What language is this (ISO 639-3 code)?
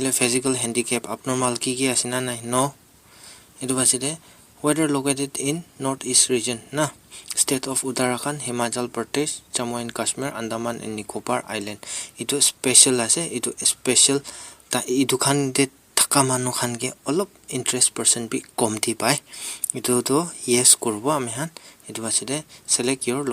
nag